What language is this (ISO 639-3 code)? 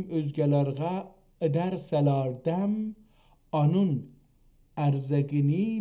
azb